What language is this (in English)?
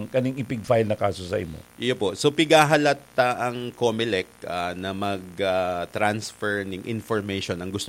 Bikol